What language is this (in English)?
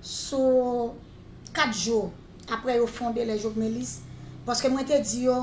Haitian Creole